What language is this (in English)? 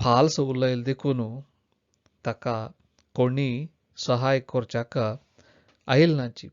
Konkani